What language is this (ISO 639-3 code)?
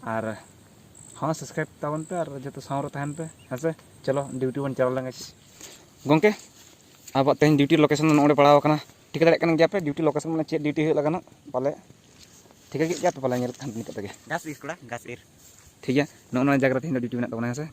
sat